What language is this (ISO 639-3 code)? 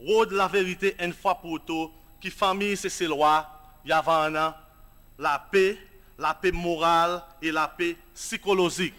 crs